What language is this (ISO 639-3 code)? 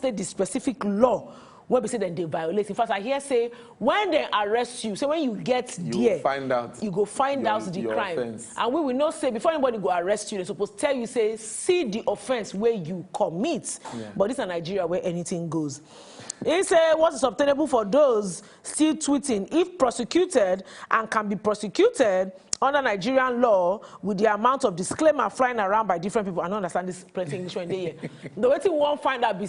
pcm